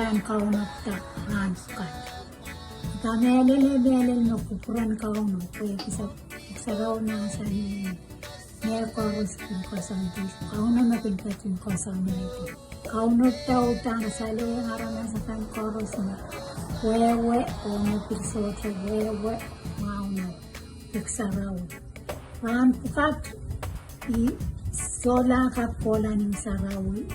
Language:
Pohnpeian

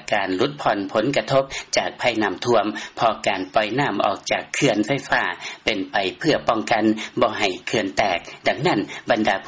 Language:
Lao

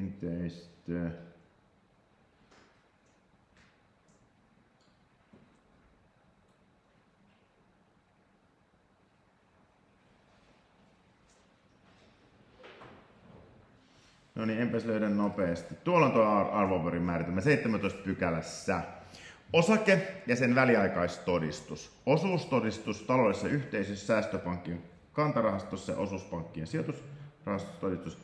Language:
Finnish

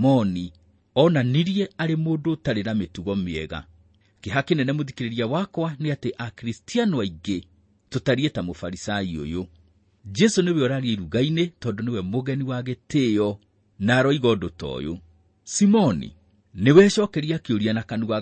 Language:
Kikuyu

